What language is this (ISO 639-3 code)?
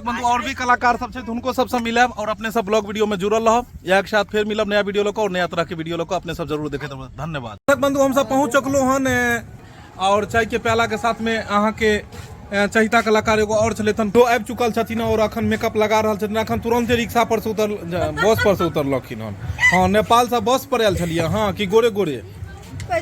mai